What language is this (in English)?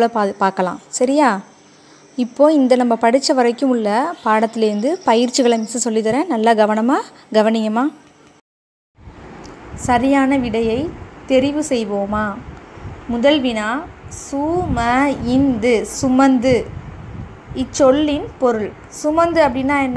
Tamil